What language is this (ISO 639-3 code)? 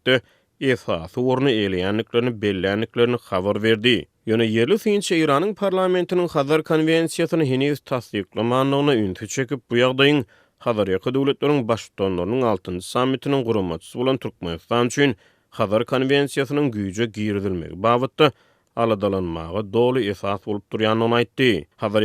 tuk